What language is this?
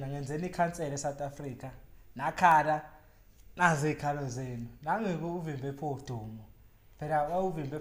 Zulu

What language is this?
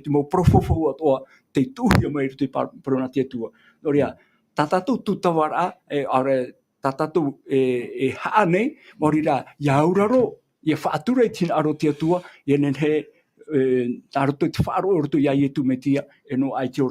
Tahitian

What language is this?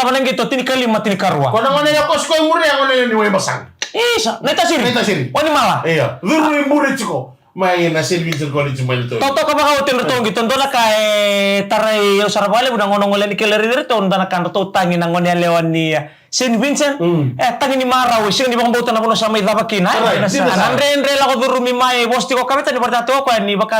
Fijian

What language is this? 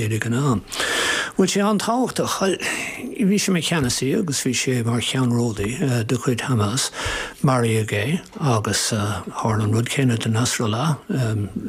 Irish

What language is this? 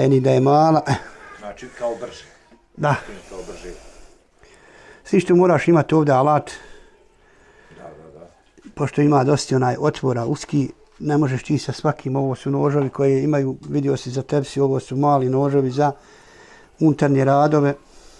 Bosnian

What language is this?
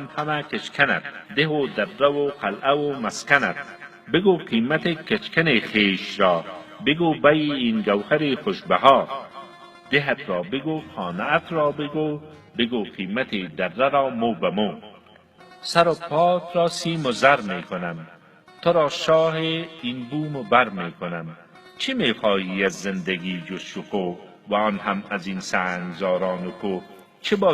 Persian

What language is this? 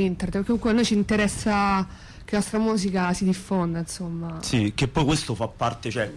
Italian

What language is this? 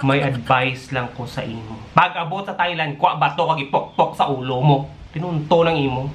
Hiligaynon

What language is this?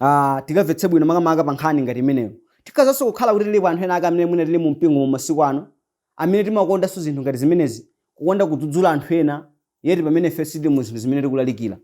Nyanja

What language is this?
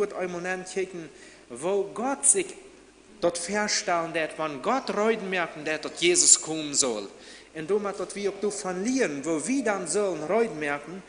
Plautdietsch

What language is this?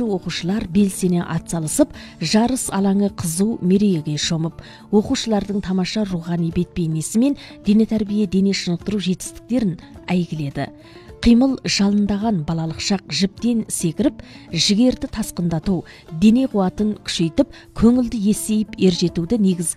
Kazakh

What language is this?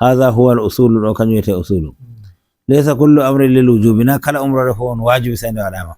Nigerian Fulfulde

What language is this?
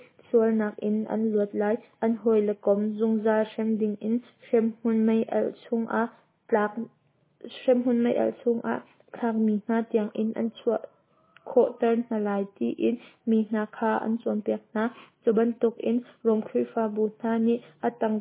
Hakha Chin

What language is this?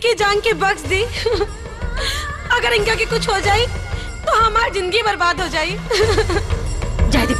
Bhojpuri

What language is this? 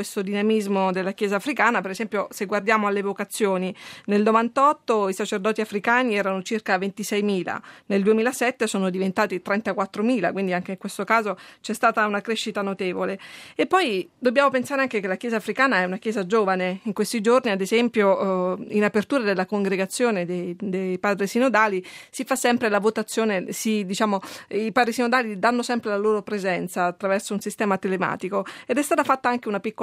Italian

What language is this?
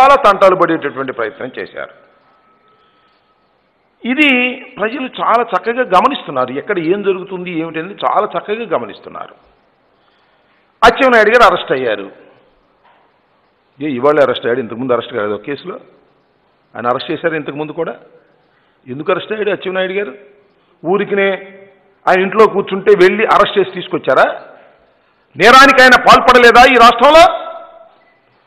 Telugu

